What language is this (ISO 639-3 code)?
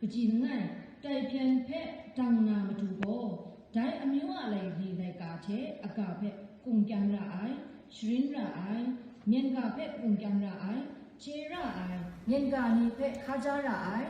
kac